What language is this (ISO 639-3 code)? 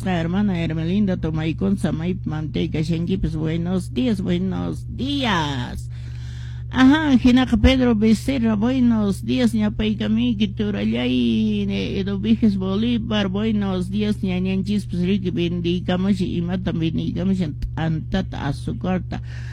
que